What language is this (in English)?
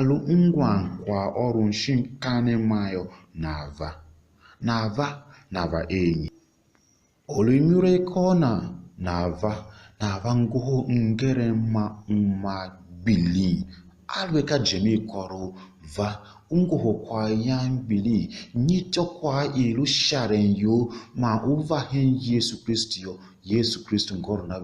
Tiv